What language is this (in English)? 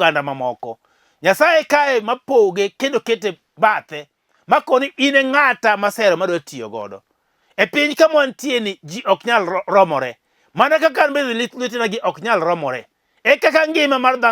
Luo (Kenya and Tanzania)